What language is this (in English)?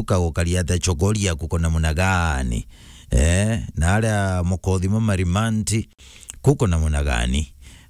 Meru